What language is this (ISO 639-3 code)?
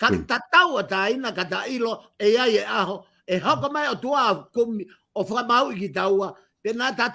ton